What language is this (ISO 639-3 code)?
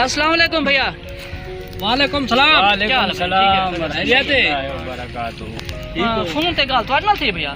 skr